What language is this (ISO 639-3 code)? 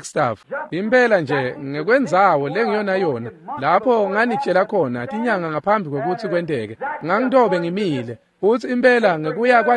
ssw